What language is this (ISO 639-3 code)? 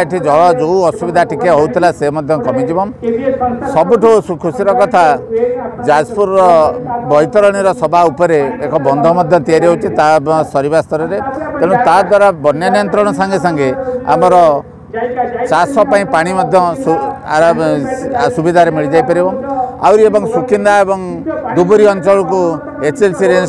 ori